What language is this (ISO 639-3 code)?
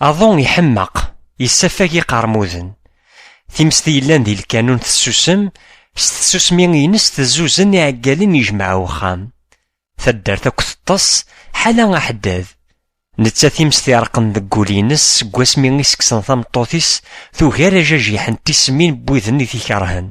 kab